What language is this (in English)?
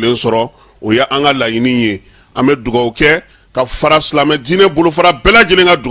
Bambara